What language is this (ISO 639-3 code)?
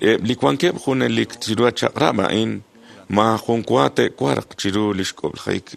kek